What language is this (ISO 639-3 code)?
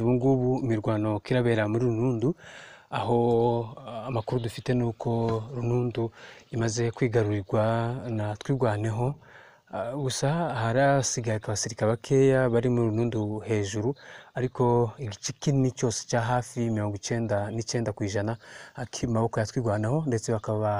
kin